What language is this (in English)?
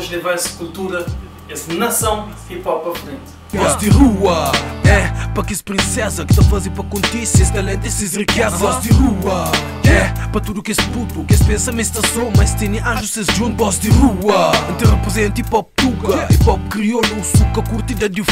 Kabuverdianu